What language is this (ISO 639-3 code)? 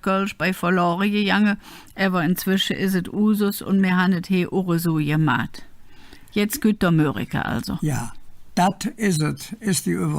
ksh